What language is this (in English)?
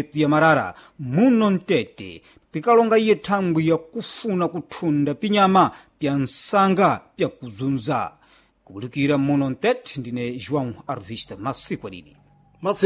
Sena